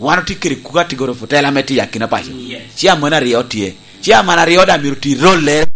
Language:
Lango (Uganda)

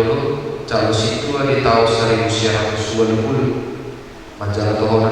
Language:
Batak Toba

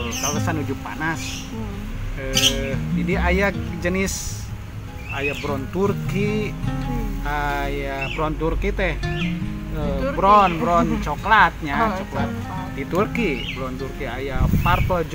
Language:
Sundanese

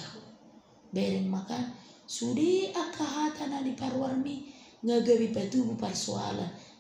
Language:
Batak Toba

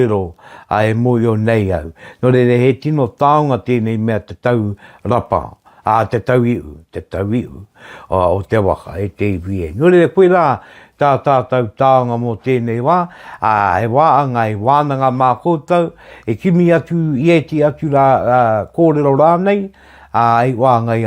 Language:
Māori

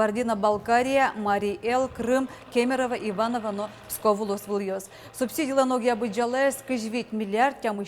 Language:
Udmurt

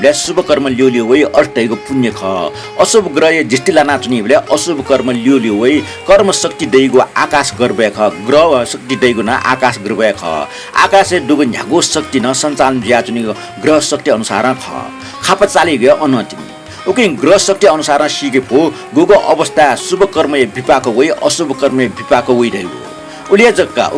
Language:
Newari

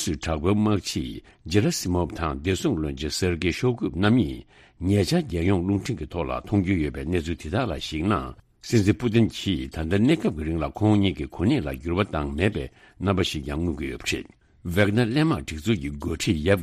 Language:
Tibetan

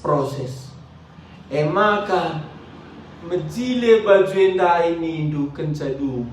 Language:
Batak Karo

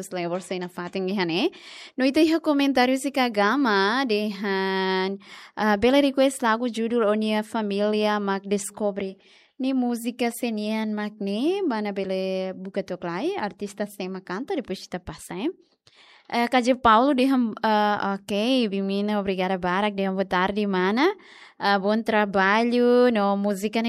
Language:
Tetum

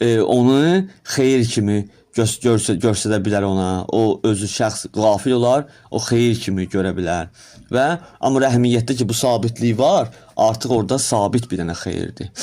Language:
Azerbaijani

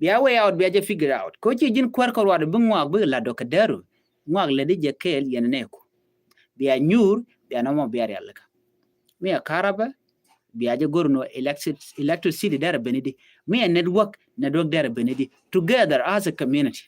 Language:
Nuer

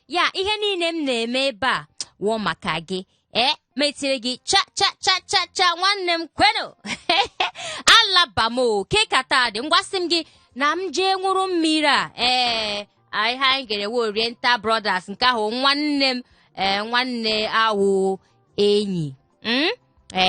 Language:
Igbo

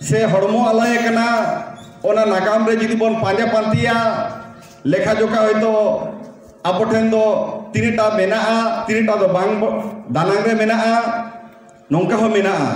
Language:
Santali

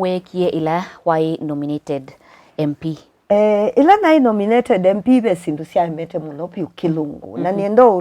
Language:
Kamba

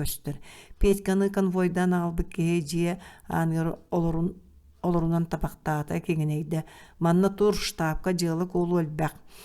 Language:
Yakut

